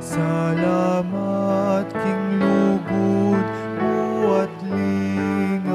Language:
Pampanga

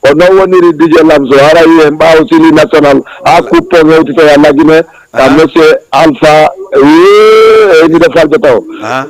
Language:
Fula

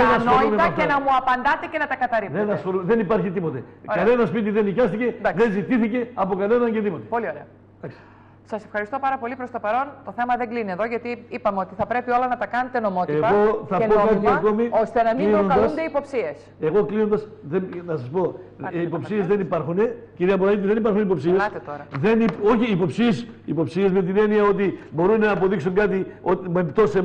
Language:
Greek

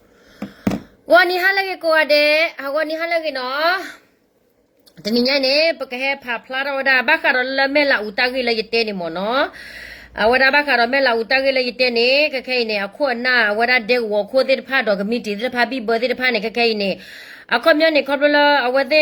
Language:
S'gaw Karen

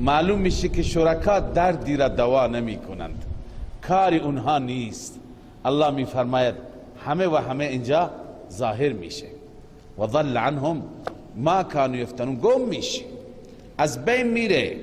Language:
Persian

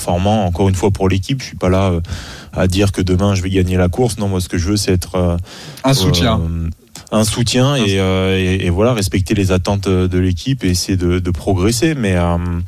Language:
French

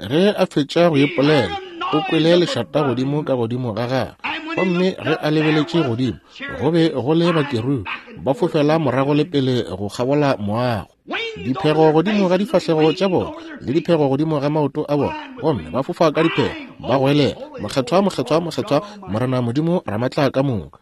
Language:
Northern Sotho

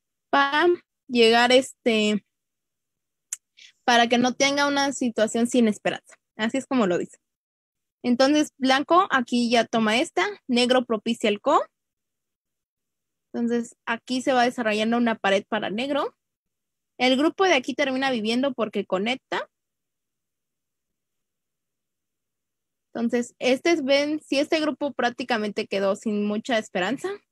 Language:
Spanish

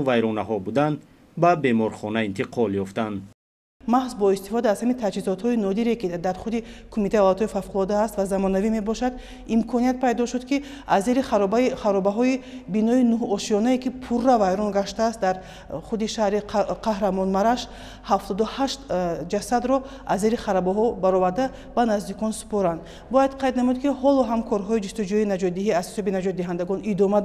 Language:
Tajik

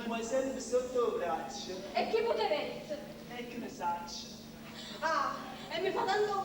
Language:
Neapolitan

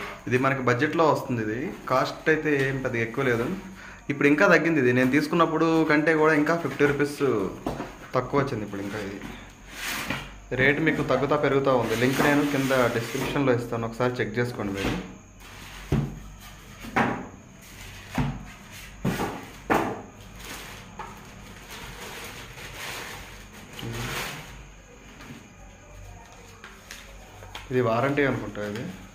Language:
Telugu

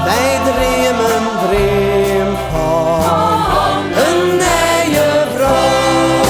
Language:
Western Frisian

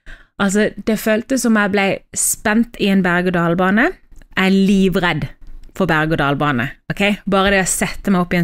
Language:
Norwegian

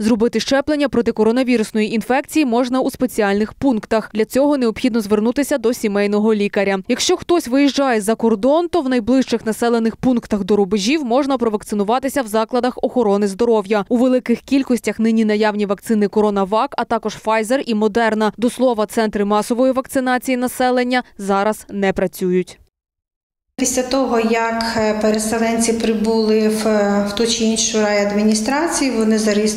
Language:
Ukrainian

